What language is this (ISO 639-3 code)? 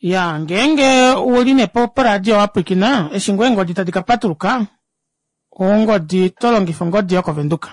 kua